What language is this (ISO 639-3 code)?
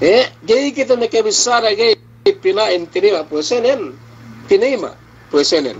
yka